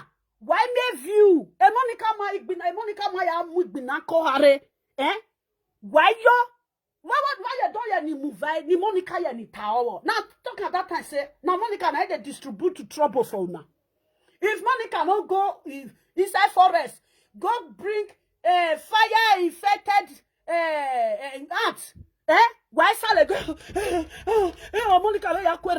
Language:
Nigerian Pidgin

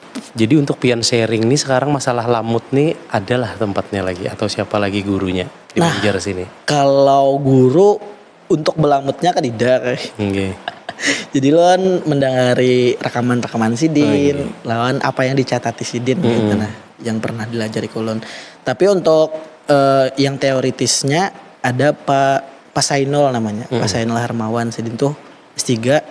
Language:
Banjar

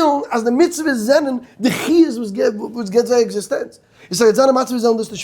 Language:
Yiddish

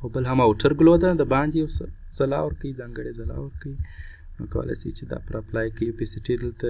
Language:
Pashto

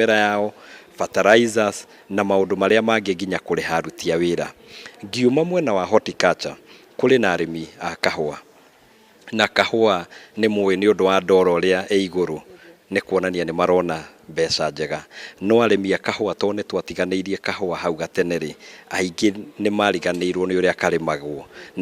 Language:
Kikuyu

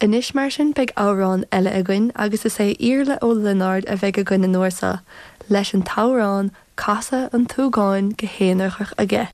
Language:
Irish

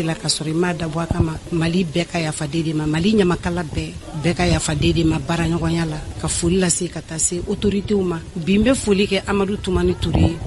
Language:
Bambara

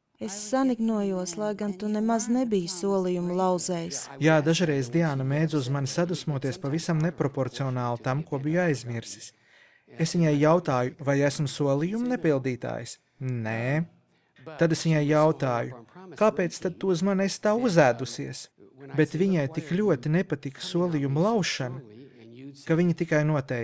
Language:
Latvian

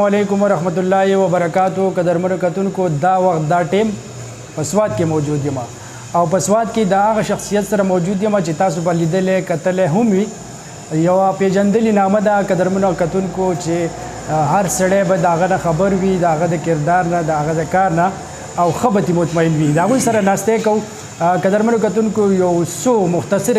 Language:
Pashto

